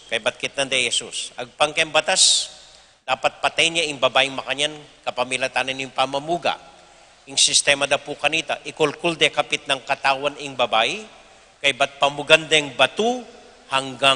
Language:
Pampanga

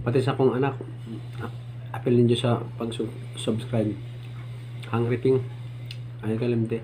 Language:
Cebuano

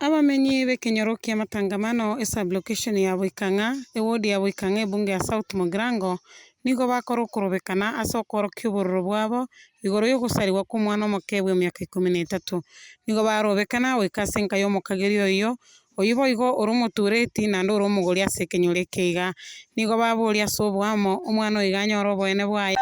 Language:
Gusii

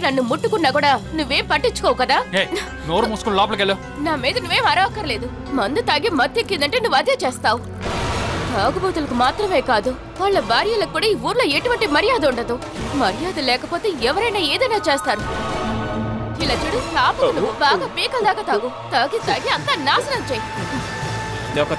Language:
Telugu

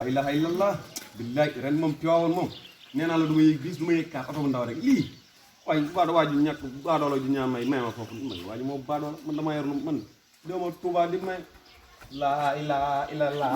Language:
Wolof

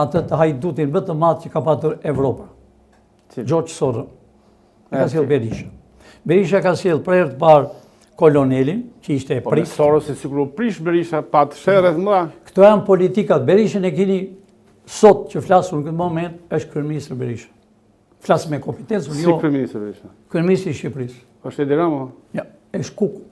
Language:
Albanian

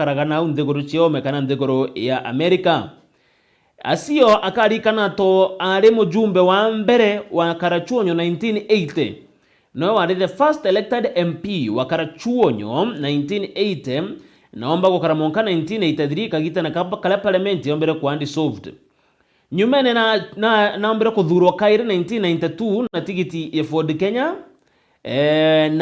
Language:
Meru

